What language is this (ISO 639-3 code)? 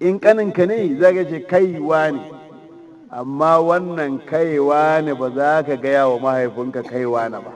hau